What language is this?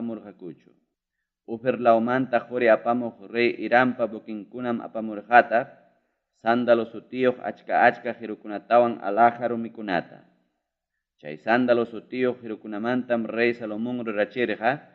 Ayacucho Quechua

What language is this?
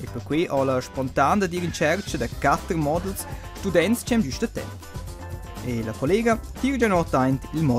Romansh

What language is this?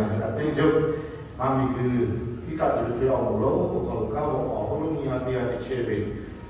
Lahu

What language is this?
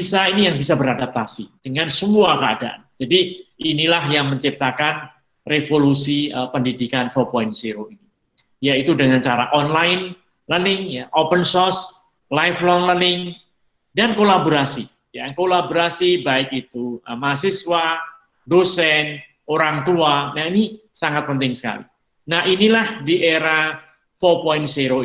Indonesian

